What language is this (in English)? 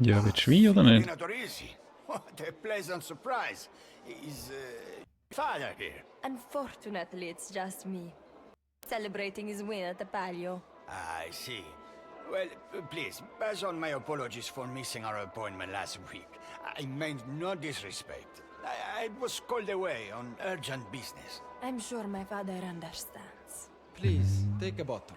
Swiss German